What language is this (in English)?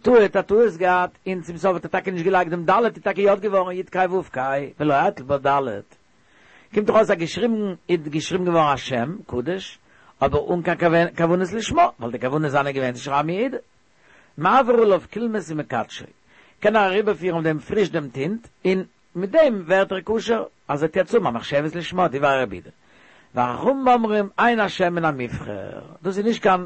Yiddish